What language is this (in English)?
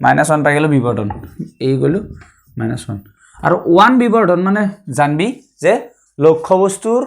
Assamese